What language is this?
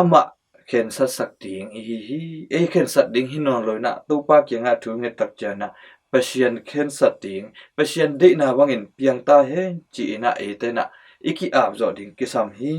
Tedim Chin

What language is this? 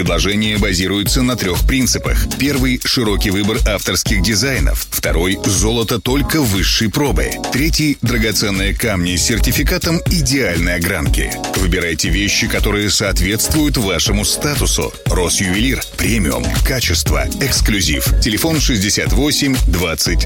Russian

